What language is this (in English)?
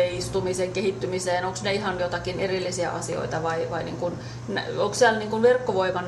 Finnish